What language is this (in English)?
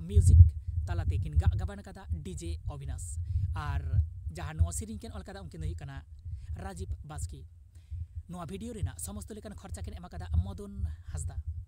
Santali